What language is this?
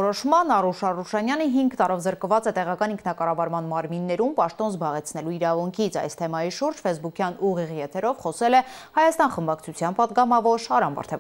Armenian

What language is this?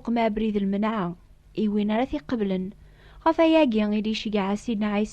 Kabyle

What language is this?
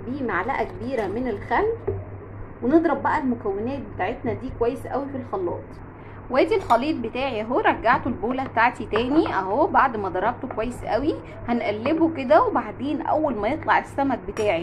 Egyptian Arabic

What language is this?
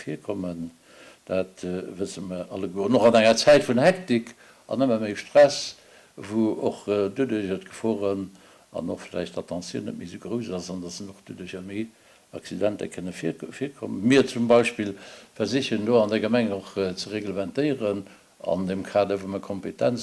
Luxembourgish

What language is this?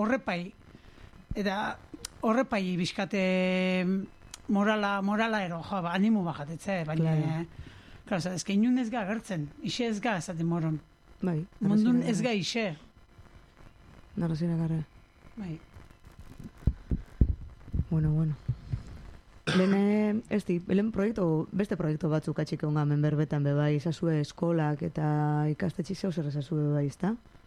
Basque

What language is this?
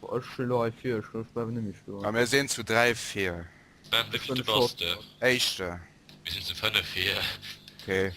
Luxembourgish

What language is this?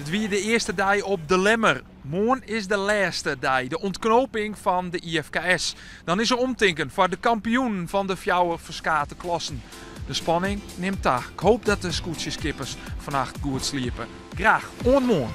Western Frisian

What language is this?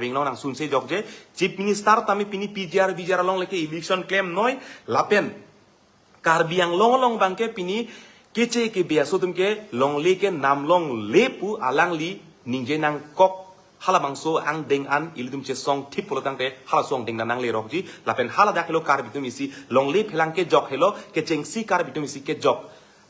Karbi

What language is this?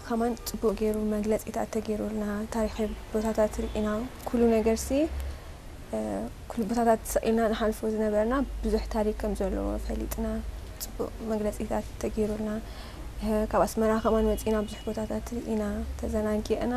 Tigrinya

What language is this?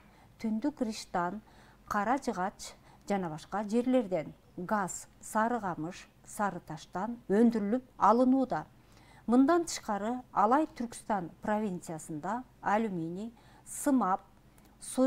Kyrgyz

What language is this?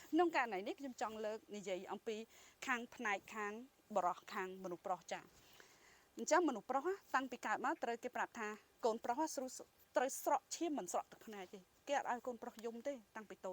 Khmer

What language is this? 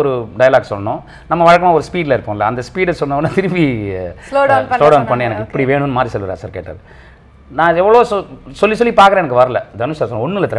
Tamil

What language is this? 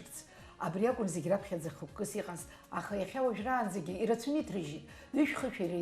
Abkhazian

